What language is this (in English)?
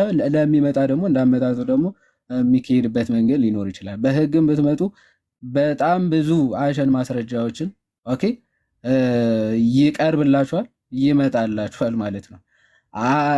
Amharic